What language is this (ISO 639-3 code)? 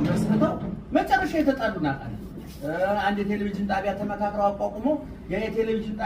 amh